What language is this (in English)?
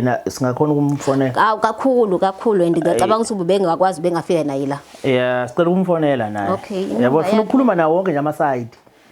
Zulu